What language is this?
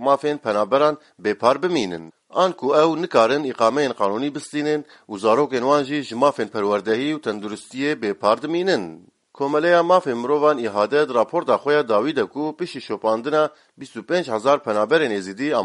Kurdish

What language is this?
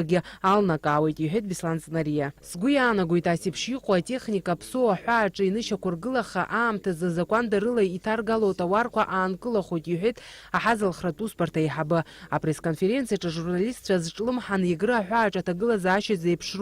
Abkhazian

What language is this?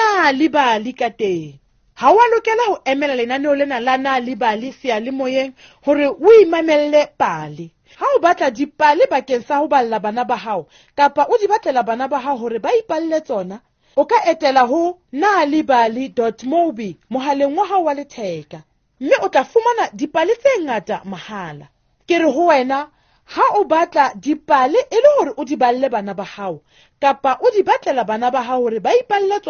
Southern Sotho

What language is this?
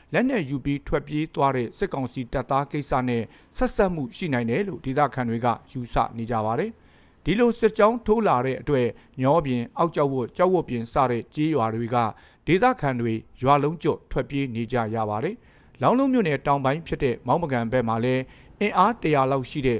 Burmese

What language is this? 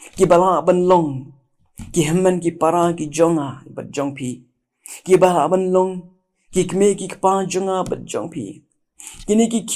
Khasi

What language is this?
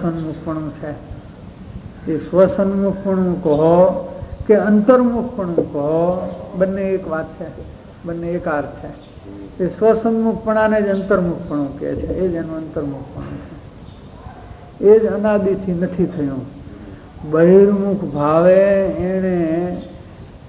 Gujarati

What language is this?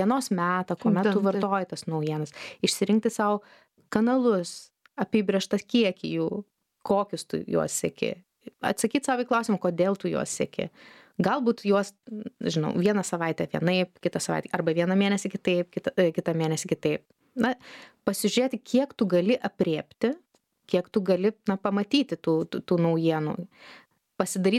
Lithuanian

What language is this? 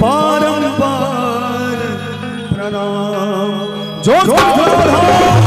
Maithili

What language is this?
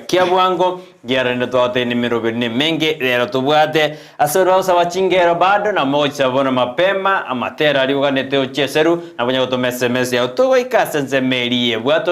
Gusii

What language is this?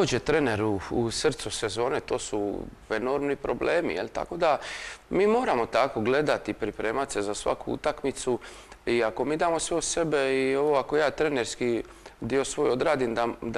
Croatian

